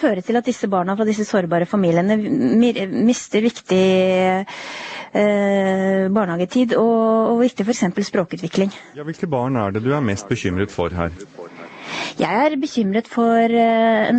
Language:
Norwegian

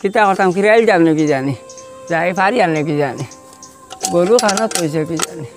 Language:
Sylheti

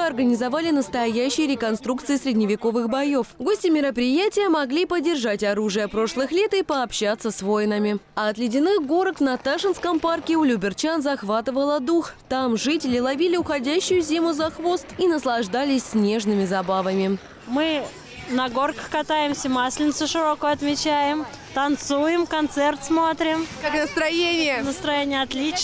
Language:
Russian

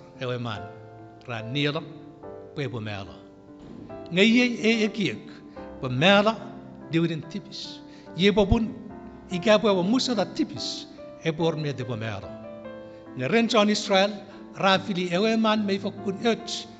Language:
Chuukese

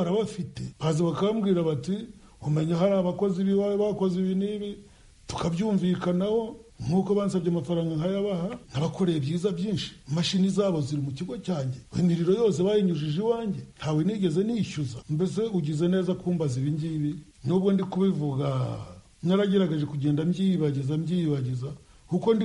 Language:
Kinyarwanda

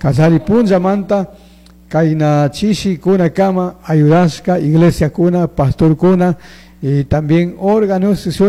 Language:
Chimborazo Highland Quichua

